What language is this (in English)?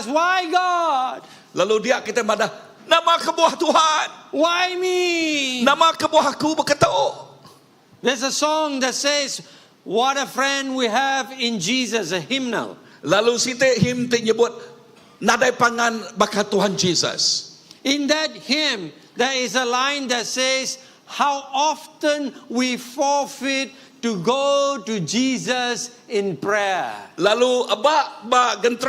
Iban